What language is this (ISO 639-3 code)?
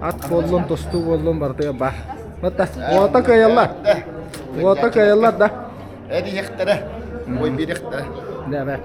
sah